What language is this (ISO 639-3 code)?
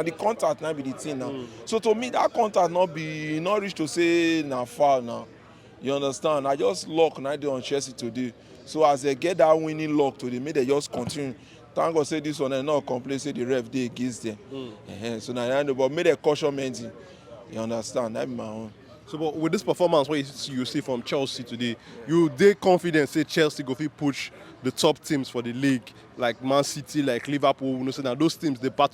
pcm